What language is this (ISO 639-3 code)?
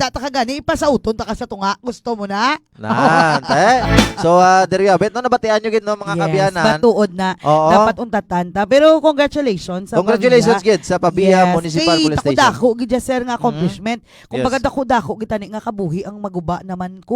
hil